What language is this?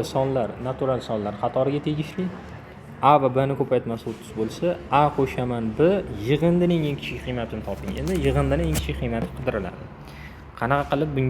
Uzbek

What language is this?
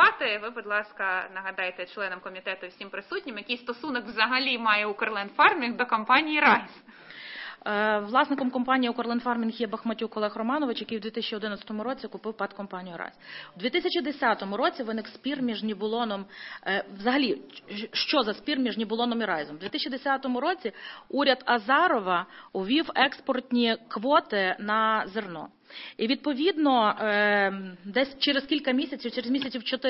Ukrainian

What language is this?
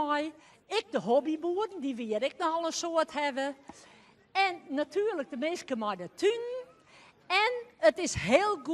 Western Frisian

